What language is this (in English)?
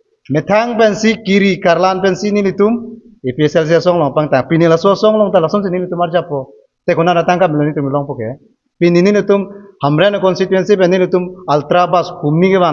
Karbi